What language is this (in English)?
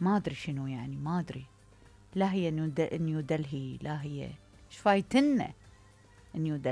Mesopotamian Arabic